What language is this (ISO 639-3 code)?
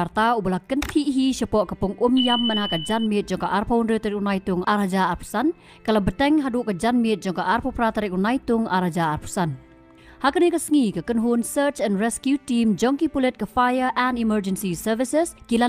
kha